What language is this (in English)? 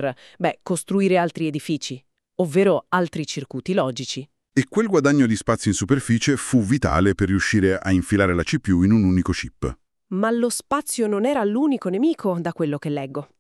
Italian